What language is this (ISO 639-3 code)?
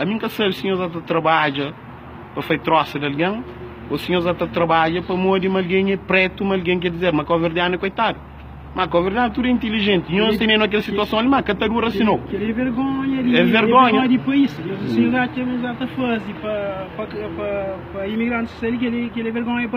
kea